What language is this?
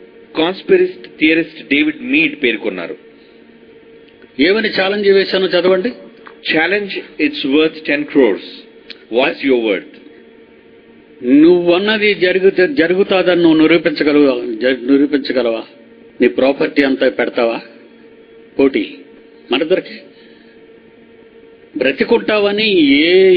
Telugu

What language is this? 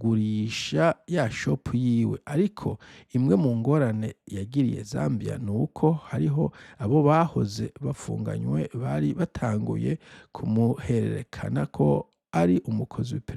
Rundi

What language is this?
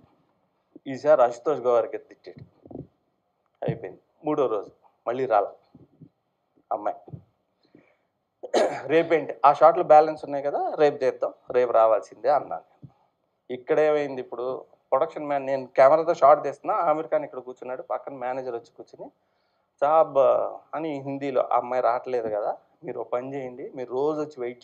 Telugu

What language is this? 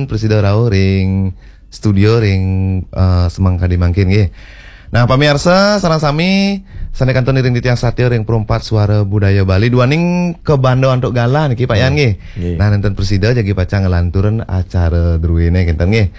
Balinese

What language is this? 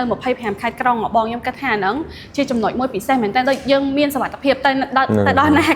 Khmer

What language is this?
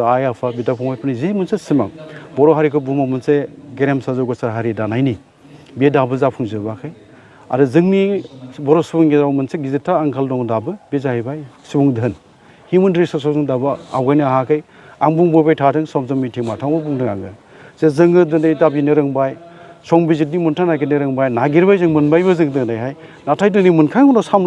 Bodo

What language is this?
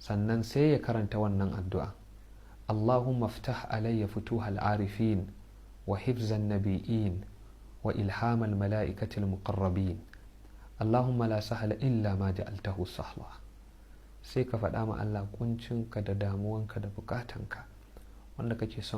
Hausa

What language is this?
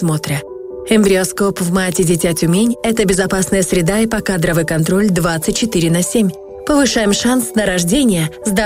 Russian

